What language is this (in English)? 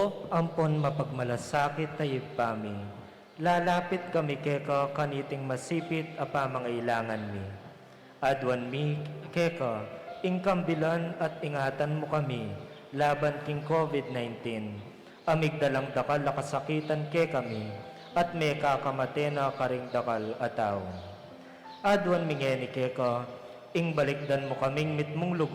Pampanga